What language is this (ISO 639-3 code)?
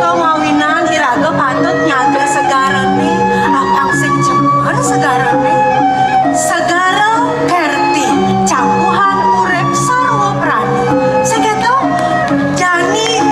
ban